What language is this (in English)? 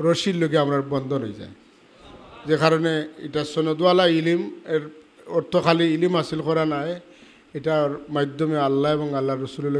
Sylheti